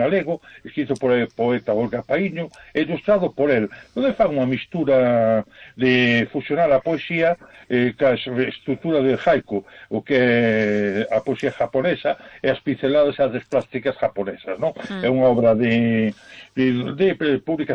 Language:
Galician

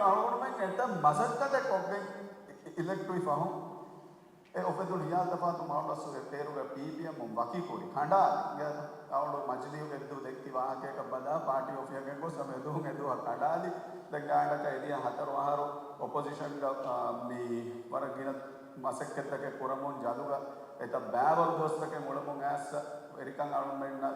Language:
Divehi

